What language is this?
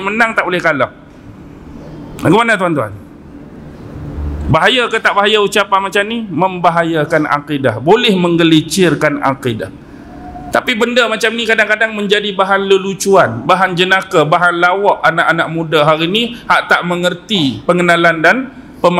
Malay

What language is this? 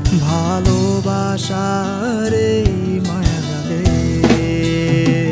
Bangla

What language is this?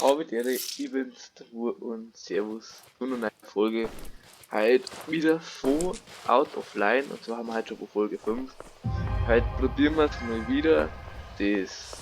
Bavarian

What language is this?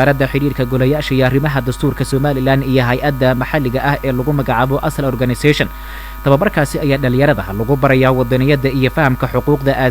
Somali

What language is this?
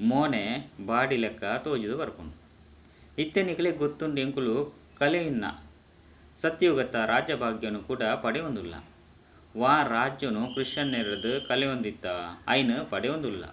Tulu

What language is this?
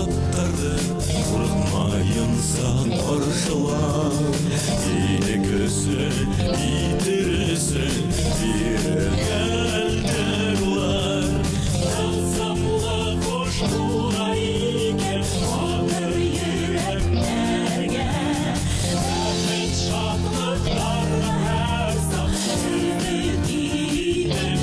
Bashkir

